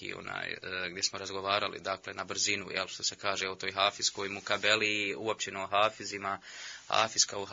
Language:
Bosnian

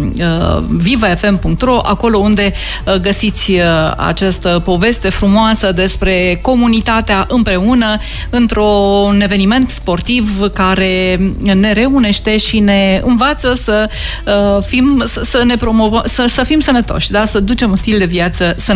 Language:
Romanian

